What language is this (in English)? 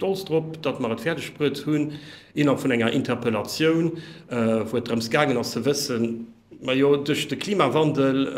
Luxembourgish